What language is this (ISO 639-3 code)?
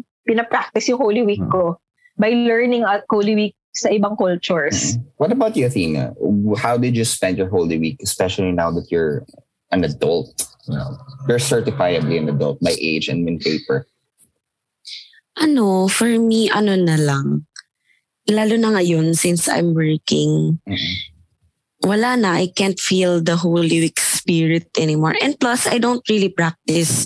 fil